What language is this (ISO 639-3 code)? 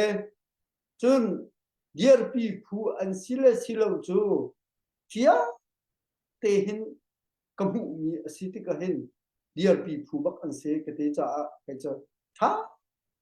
cnh